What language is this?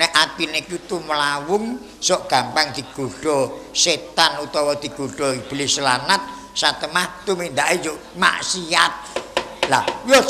Javanese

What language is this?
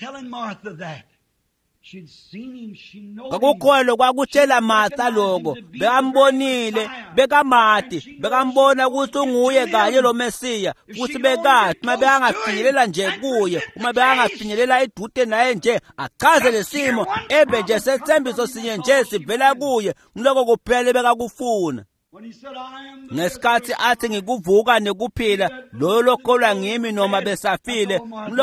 Swati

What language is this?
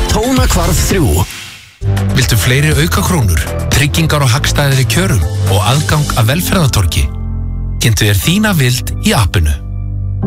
Icelandic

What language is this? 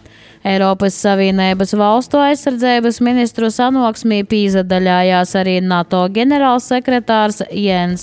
Latvian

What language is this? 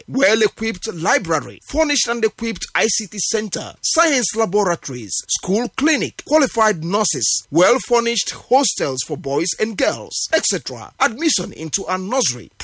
English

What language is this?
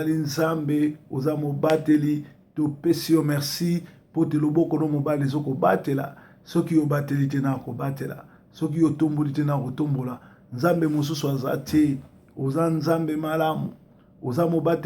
Lingala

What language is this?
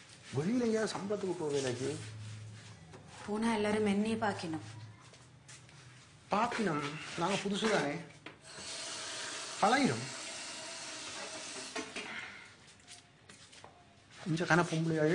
Tamil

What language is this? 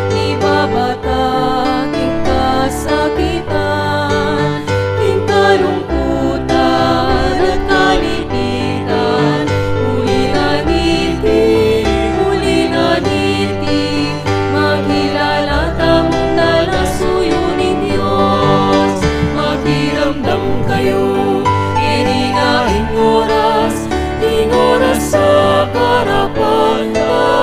Pampanga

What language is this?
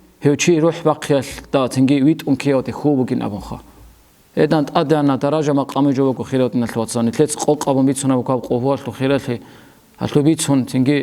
Avaric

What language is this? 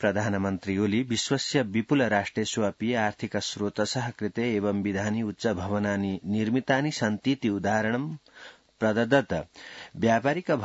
Sanskrit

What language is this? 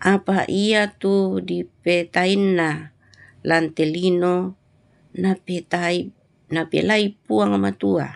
Toraja-Sa'dan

